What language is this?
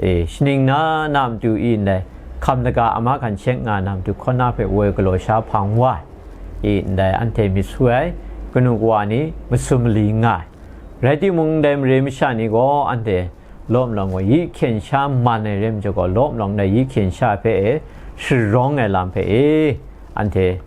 Kachin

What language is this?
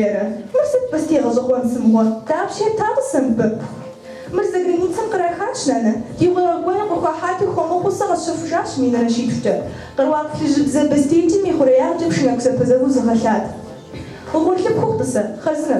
Kabardian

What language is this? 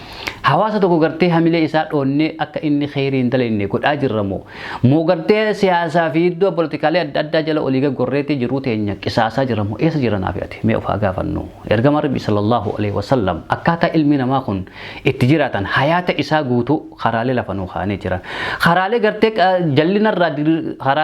Oromo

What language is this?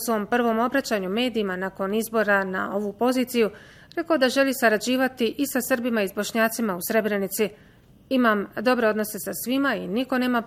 Bosnian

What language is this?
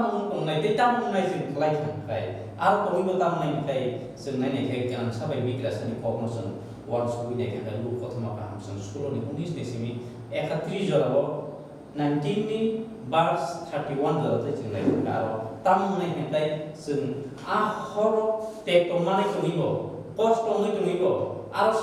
Kok Borok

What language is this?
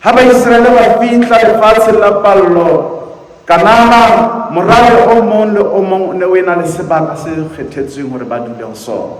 Southern Sotho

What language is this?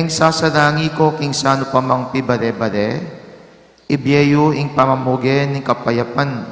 Pampanga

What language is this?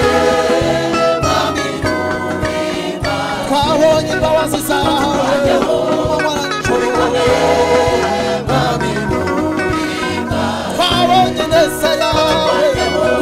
Kinyarwanda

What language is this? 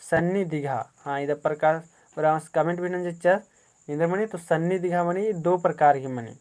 Kurukh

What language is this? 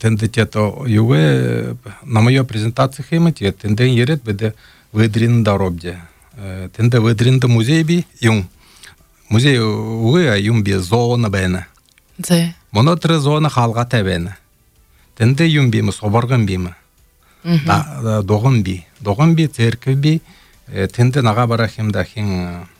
Buriat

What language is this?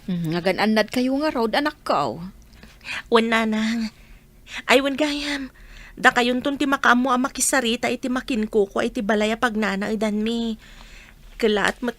Iloko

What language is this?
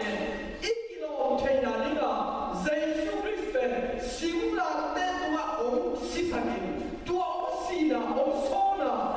Tedim Chin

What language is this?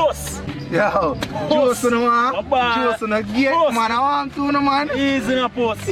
Jamaican Creole English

